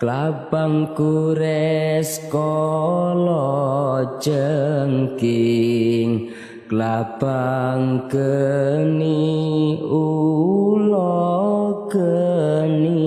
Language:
Javanese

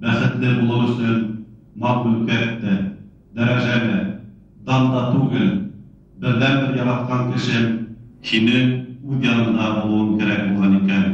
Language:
Bashkir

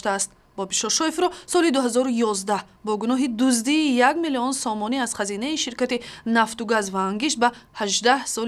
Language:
Tajik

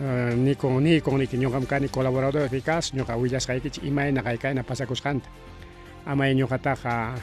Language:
Ayacucho Quechua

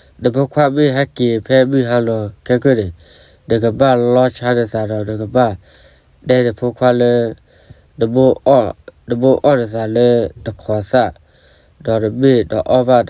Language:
S'gaw Karen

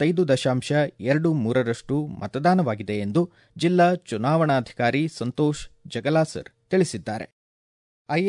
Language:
Kannada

